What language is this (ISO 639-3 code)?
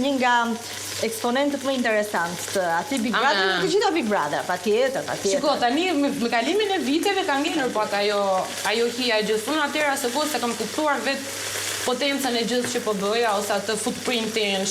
sqi